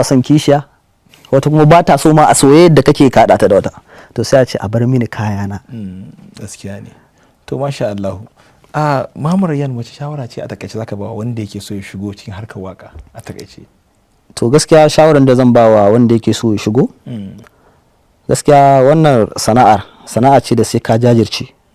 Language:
Hausa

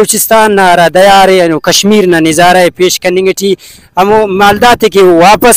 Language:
Brahui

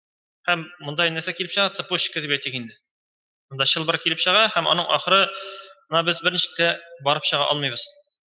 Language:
Tatar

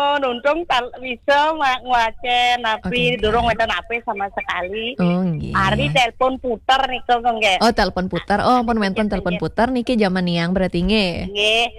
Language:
Balinese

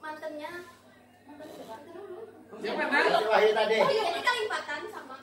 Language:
Banjar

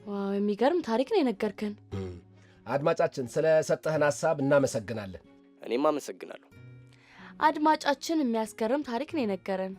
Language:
Amharic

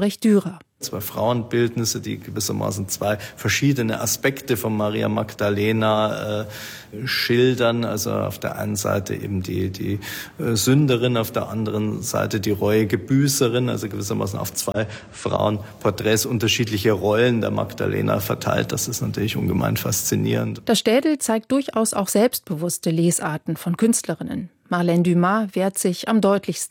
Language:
German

